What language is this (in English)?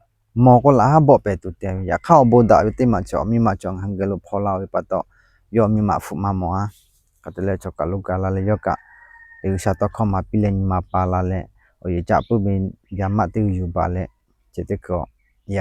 Lahu